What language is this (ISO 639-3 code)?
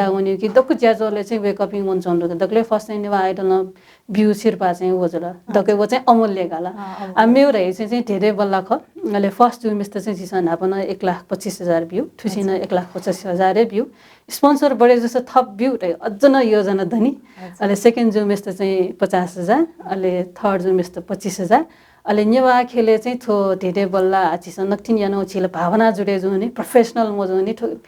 new